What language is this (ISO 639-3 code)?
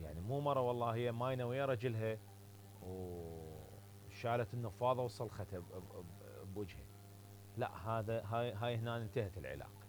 acm